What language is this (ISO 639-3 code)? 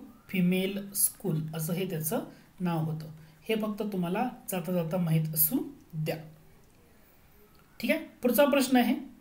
mar